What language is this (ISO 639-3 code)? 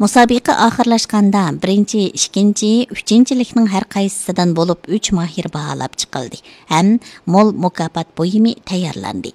uig